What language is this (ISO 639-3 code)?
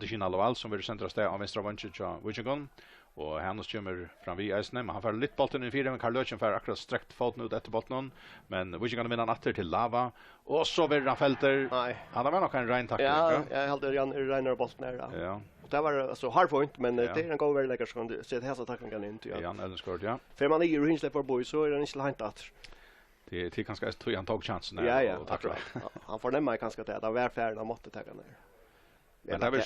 fao